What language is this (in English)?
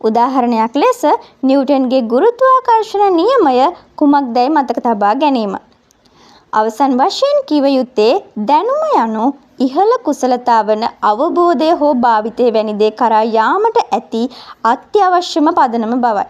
Sinhala